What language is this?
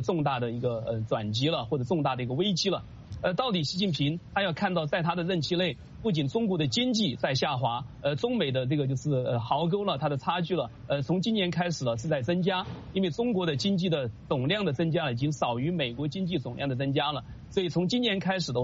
Chinese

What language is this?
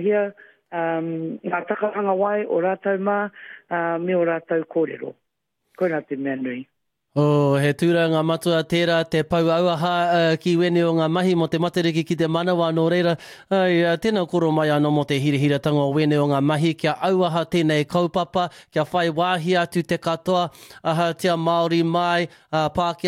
Māori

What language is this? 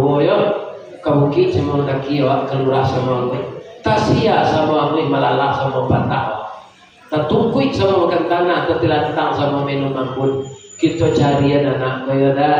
Minangkabau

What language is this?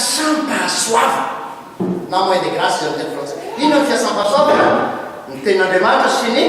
Malagasy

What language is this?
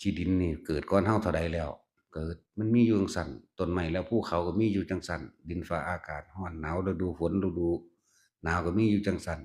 Northeastern Thai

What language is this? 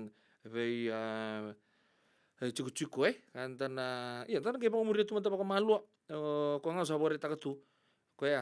Fijian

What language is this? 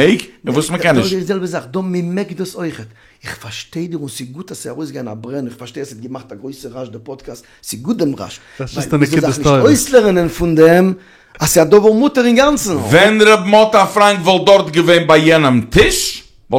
Yiddish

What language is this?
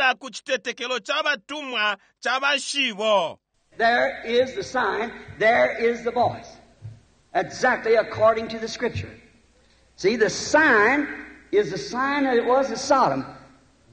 Bemba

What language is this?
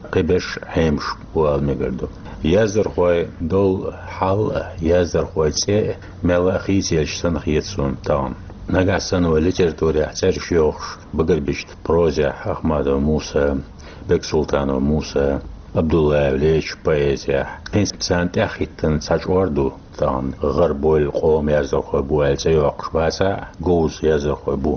Chechen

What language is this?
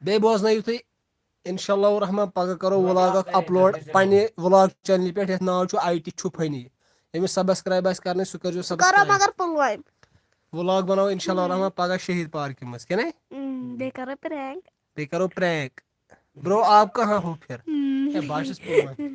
Kashmiri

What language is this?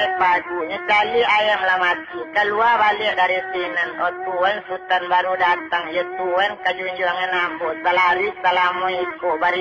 Minangkabau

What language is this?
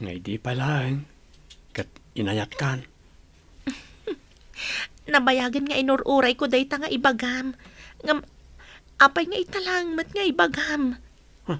Iloko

